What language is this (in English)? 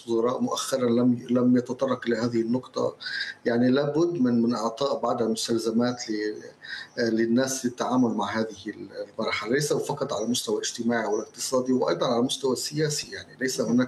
Arabic